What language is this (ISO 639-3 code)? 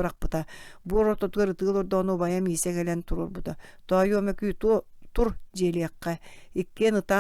sah